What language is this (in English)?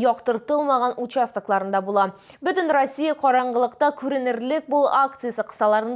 Tatar